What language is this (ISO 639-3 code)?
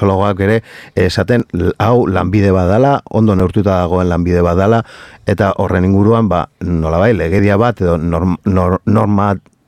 eus